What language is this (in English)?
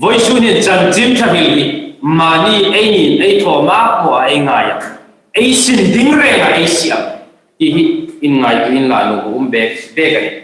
Hmar